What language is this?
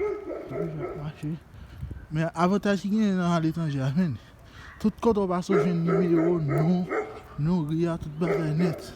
Haitian Creole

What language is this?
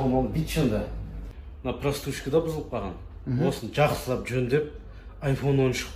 Kazakh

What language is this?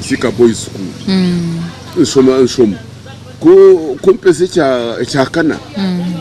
Nyankole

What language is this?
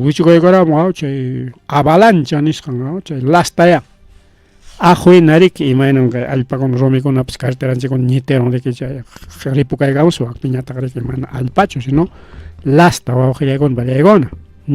Ayacucho Quechua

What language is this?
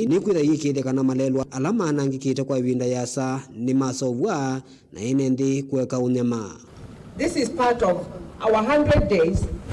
Kamba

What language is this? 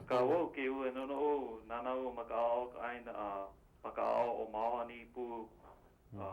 Hawaiian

